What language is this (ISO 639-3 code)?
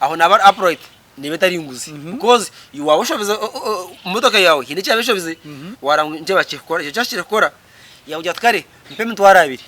nyn